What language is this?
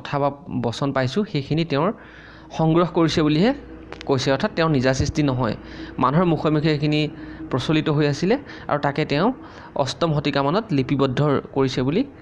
Assamese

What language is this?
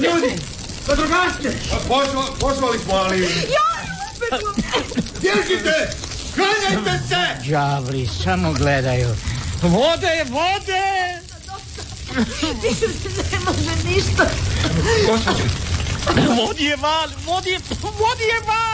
Croatian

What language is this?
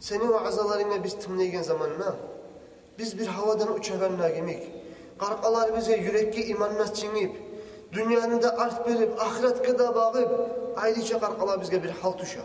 Kumyk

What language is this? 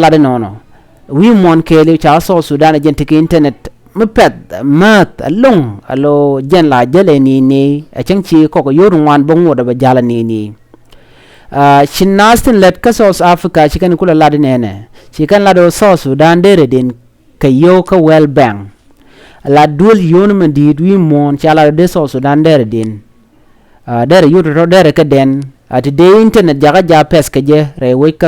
Nuer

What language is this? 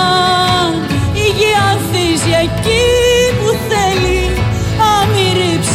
Greek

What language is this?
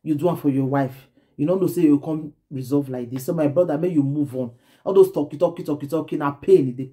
Nigerian Pidgin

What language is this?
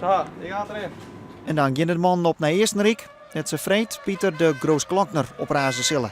Western Frisian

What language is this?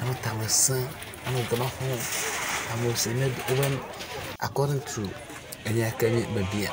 Ewe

